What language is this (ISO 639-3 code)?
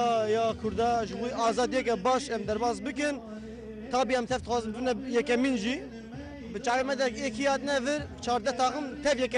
kur